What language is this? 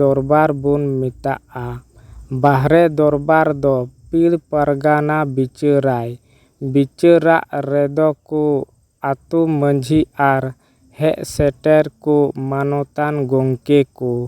Santali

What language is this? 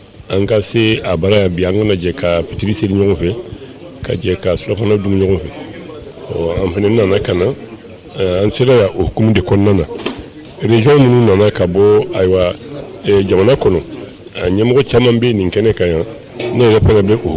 Bambara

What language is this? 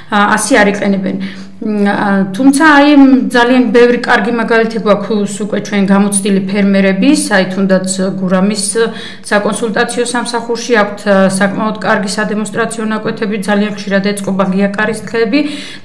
Georgian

